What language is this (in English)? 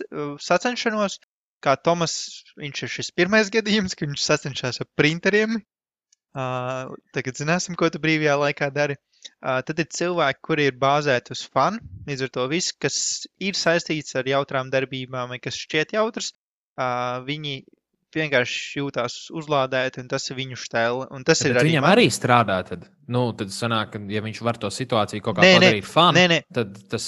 Latvian